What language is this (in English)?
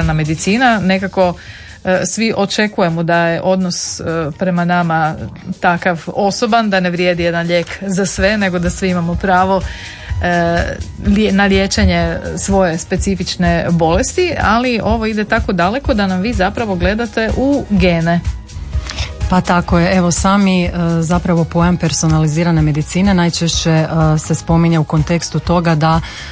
Croatian